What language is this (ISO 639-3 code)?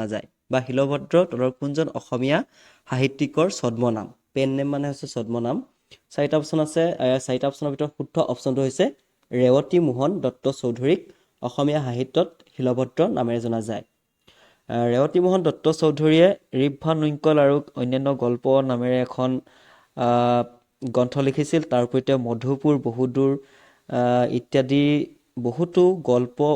asm